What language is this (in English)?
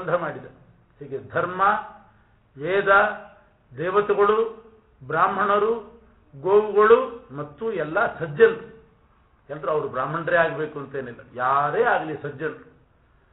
Kannada